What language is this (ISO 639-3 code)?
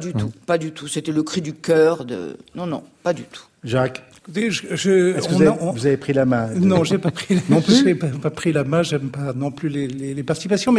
fra